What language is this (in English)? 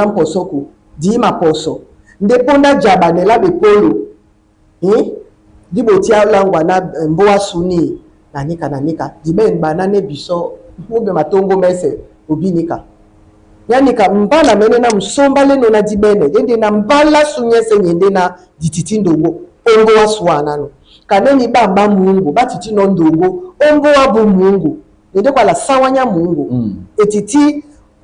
Duala